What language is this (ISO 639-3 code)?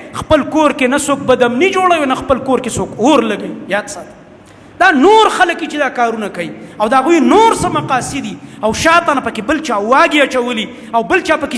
pus